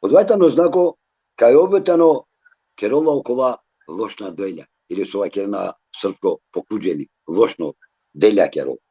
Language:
Balkan Romani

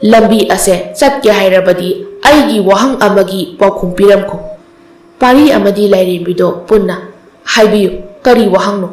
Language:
Manipuri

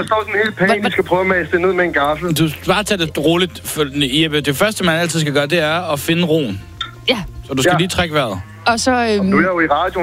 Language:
Danish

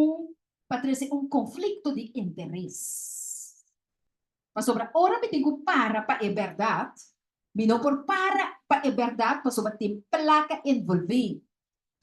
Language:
Papiamento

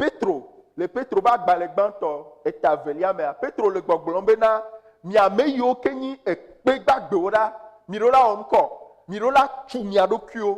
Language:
Ewe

